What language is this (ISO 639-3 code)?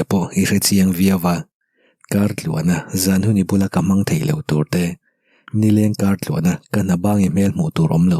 lus